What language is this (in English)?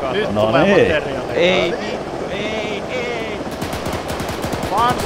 Finnish